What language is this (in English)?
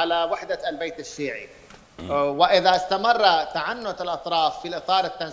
Mesopotamian Arabic